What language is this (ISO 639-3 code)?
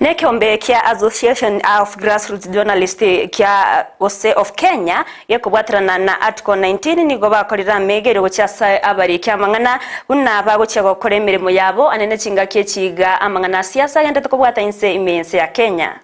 guz